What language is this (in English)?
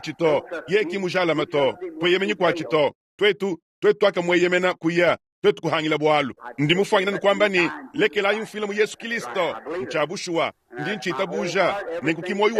Luba-Lulua